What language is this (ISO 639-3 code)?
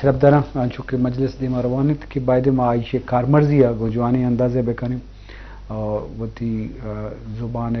bgp